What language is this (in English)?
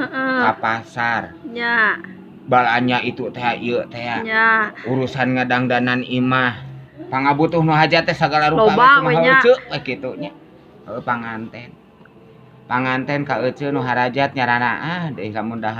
Sundanese